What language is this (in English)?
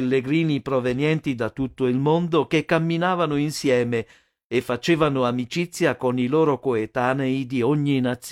Italian